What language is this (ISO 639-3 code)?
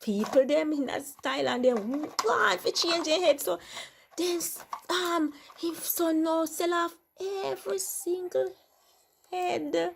jam